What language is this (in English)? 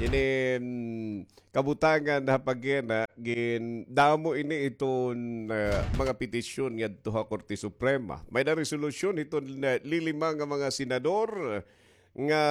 Waray